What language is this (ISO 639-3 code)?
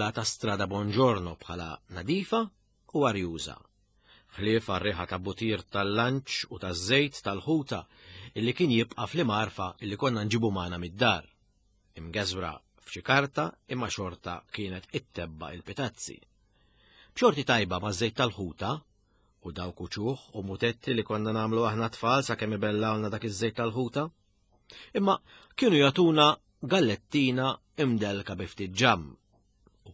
mlt